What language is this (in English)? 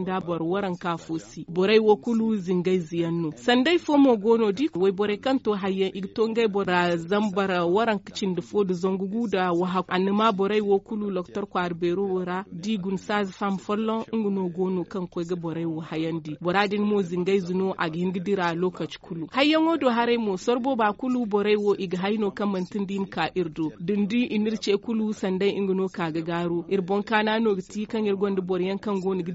Zarma